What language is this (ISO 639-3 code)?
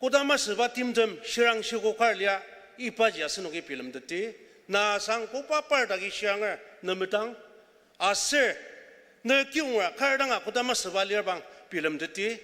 njo